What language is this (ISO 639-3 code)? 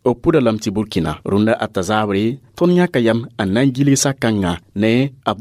mos